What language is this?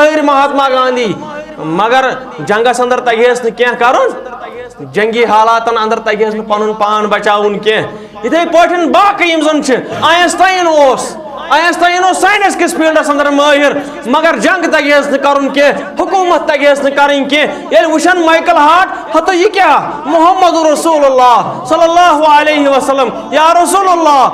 Kashmiri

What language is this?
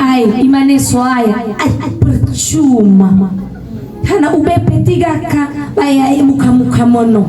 Nias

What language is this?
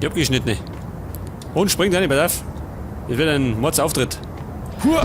Bavarian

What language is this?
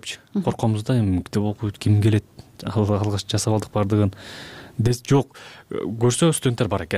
Kyrgyz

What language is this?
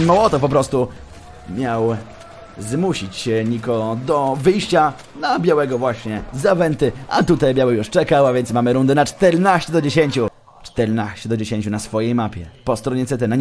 Polish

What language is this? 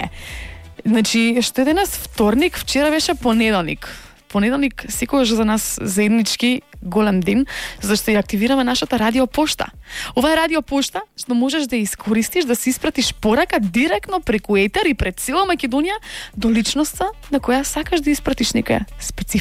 Macedonian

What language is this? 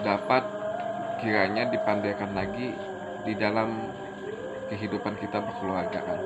Banjar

